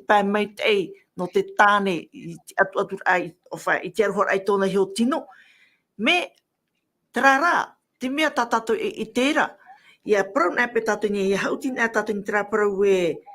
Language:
Tahitian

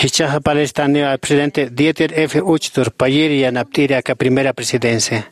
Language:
Aymara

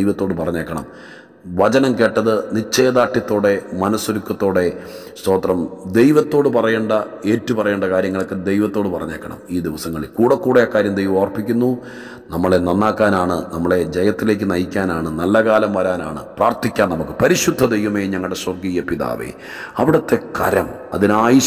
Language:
Malayalam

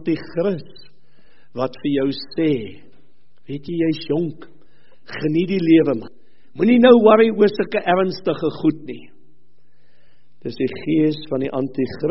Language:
Afrikaans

